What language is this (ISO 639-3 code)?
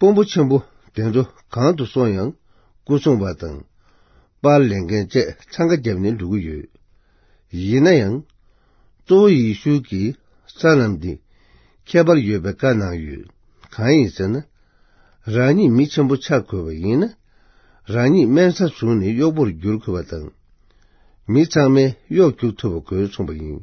bod